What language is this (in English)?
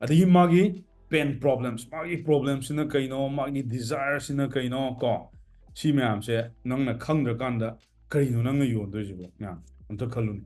Manipuri